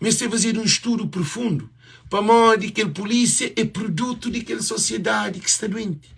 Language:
Kabuverdianu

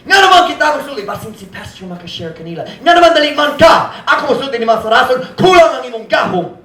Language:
Cebuano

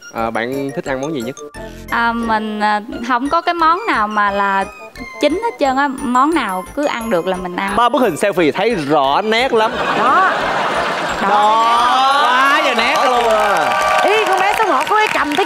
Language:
Vietnamese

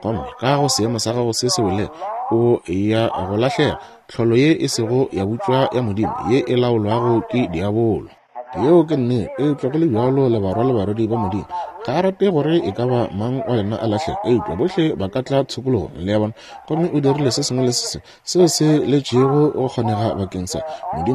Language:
Northern Sotho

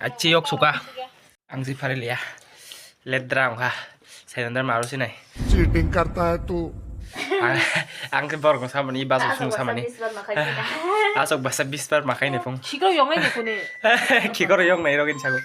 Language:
Kok Borok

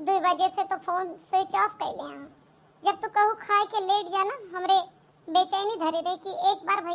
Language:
Awadhi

